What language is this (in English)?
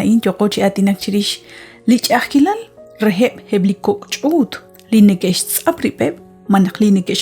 Kekchí